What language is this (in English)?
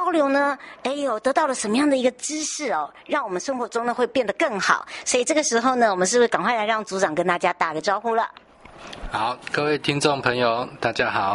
Chinese